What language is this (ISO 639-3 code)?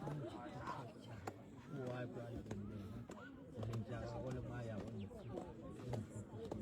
nso